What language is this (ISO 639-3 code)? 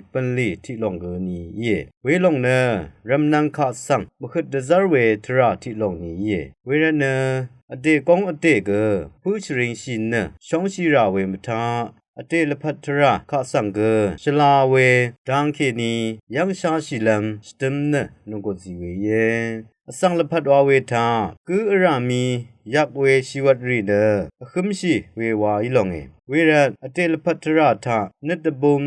raw